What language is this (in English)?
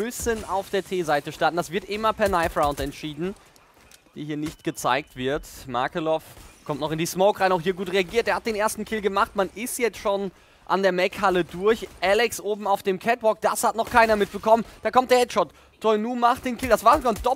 German